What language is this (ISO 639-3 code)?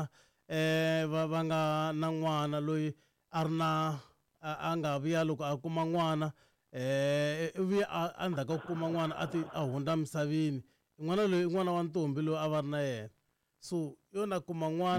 tso